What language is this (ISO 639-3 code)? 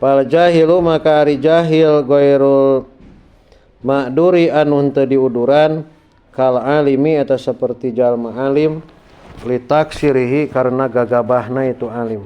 sun